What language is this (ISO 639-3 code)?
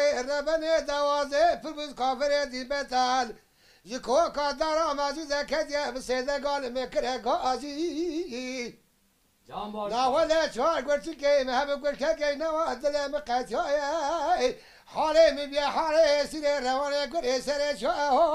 kur